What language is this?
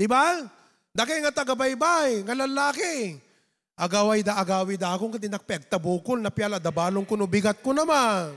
Iloko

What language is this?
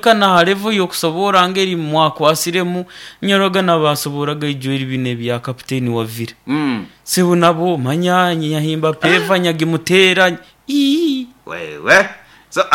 Nyoro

